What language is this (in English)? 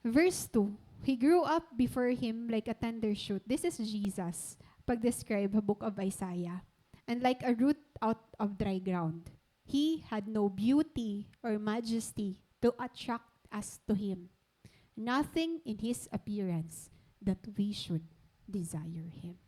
Waray